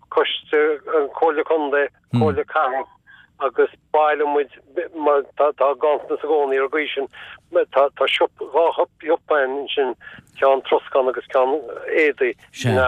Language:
Irish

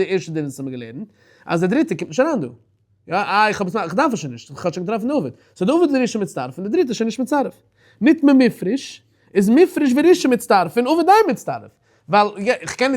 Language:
Yiddish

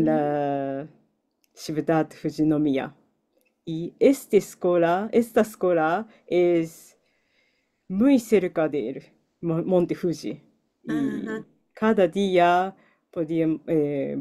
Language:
Ladino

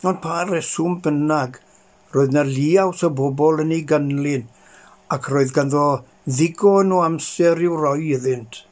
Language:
Welsh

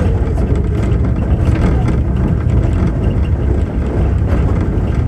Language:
Polish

